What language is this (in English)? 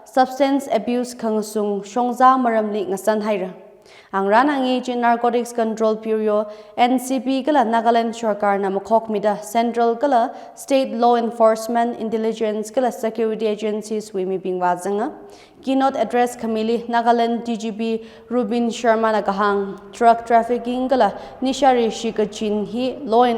Tangkhul Naga (India)